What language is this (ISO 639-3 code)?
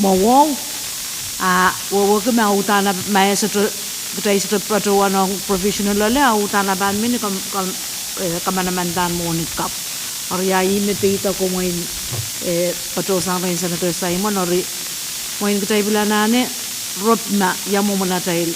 pon